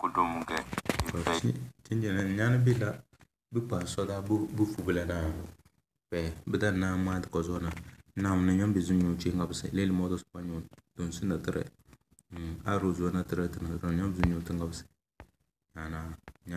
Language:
Tem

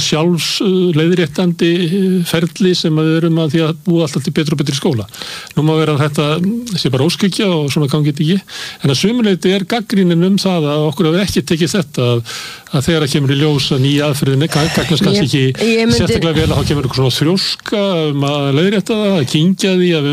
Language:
Icelandic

